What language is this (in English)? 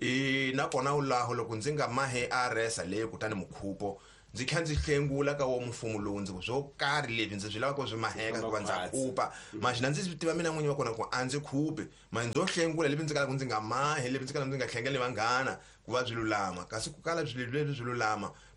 Tsonga